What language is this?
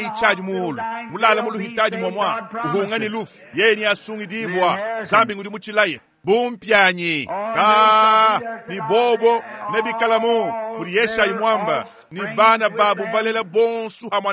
Luba-Lulua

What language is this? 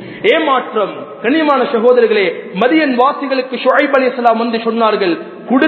Tamil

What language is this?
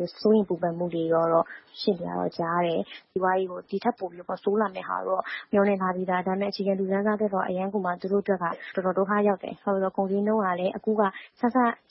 Burmese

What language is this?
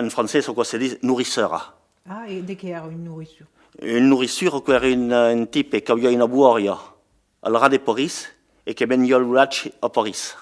Occitan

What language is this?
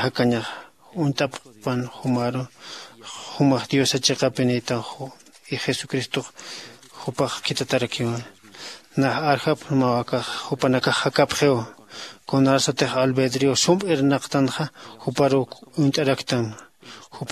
Aymara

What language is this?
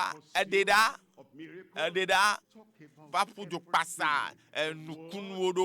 Ewe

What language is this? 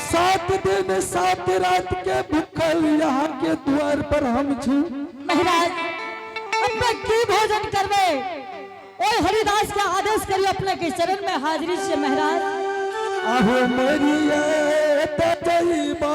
Angika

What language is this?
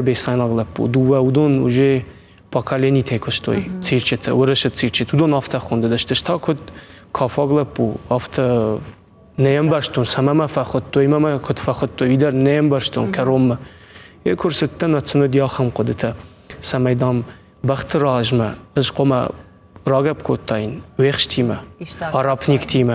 Ossetic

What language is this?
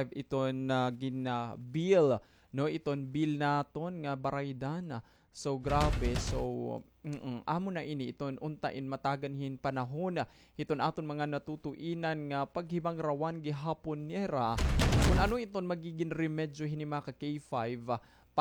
Waray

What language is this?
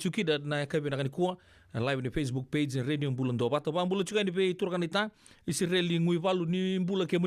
Fijian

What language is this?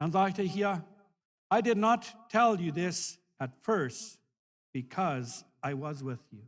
Plautdietsch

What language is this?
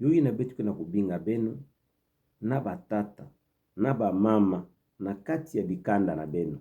Kituba (Democratic Republic of Congo)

